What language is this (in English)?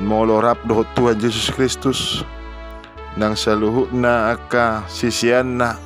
Batak Toba